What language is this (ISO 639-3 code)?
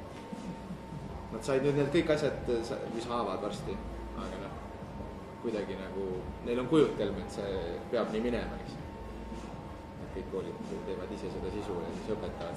est